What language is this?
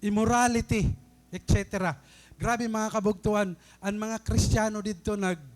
Waray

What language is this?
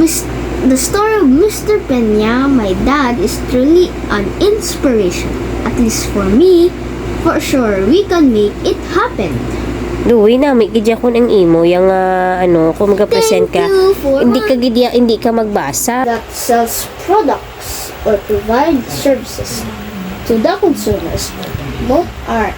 Hiligaynon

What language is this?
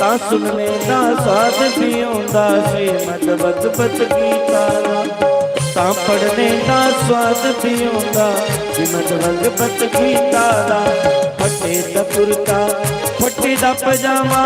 Dogri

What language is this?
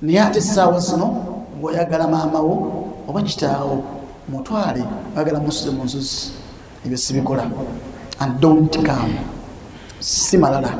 Ganda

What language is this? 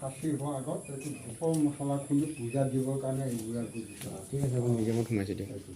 Assamese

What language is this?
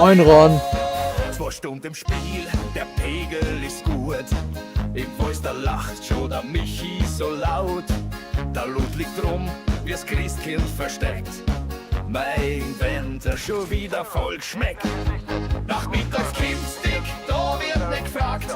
Bavarian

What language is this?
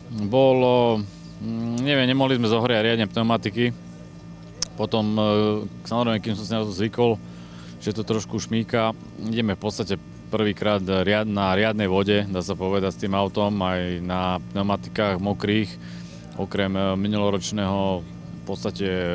Slovak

